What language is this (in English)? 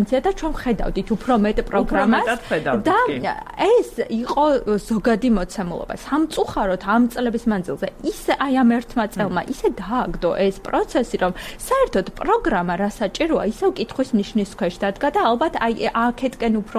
Georgian